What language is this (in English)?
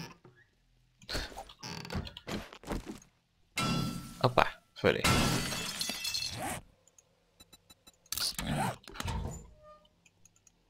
Hungarian